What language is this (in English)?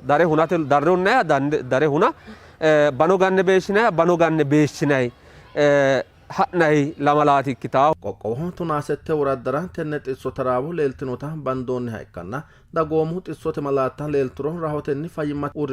Sidamo